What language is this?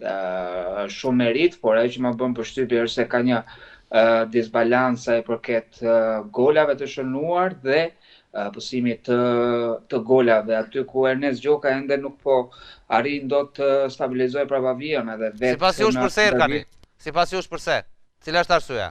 Albanian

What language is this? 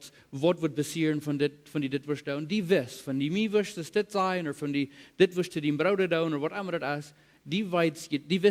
Plautdietsch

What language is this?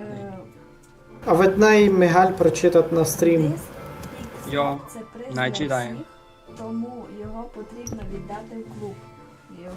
Rusyn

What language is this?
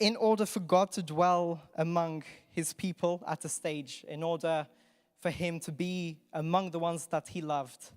English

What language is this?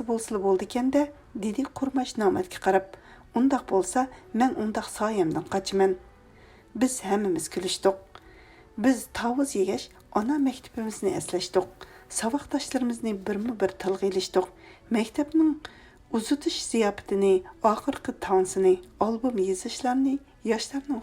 Uyghur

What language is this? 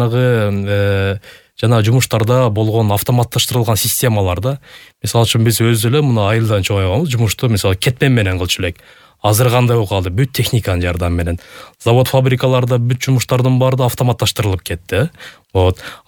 Kyrgyz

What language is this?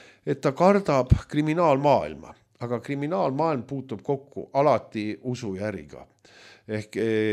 Estonian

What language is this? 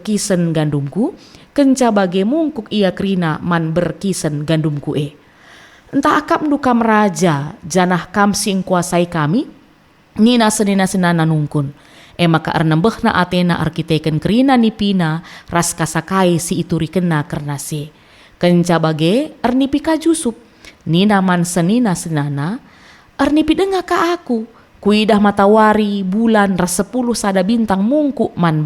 Batak Karo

